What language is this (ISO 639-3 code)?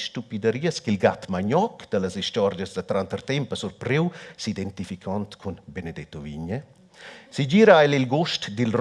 roh